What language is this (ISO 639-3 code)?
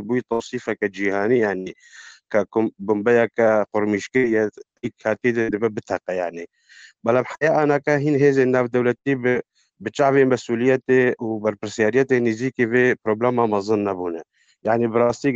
kur